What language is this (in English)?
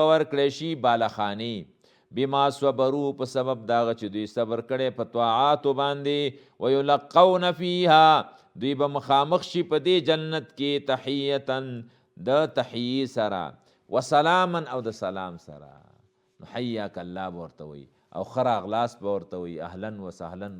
Pashto